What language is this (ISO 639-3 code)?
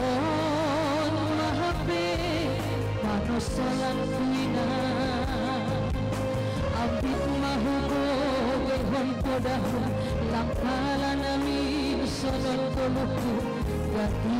bts